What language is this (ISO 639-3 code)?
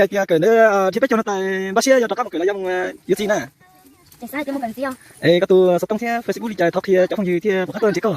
hmn